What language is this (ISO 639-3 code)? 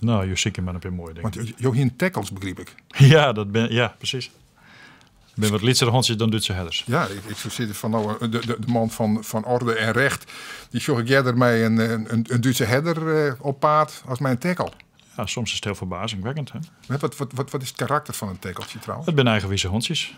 fry